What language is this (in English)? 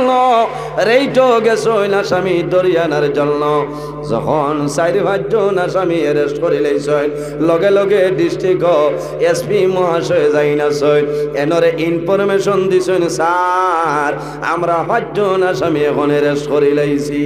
Sylheti